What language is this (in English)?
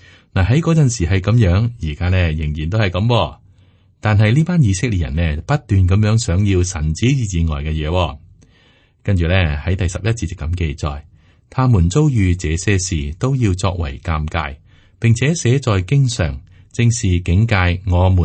Cantonese